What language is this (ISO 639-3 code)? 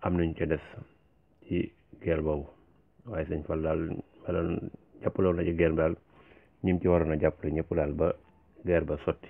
wol